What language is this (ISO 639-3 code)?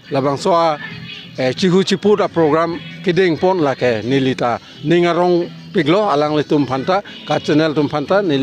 mjw